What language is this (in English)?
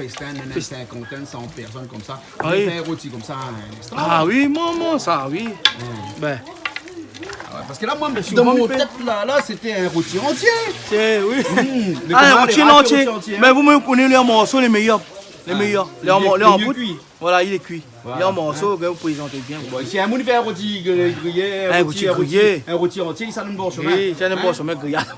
Réunion Creole French